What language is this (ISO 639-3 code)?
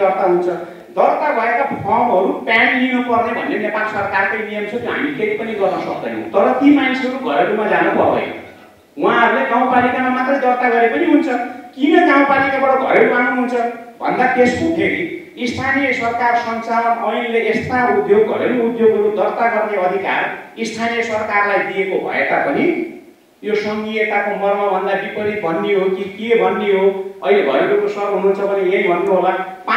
nep